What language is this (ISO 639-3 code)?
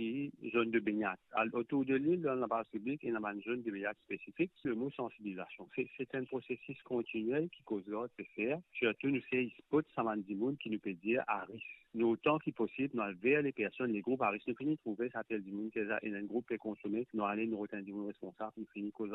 mfe